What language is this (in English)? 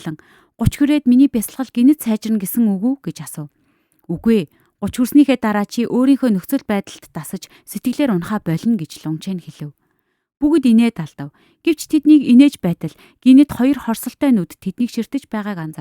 Mongolian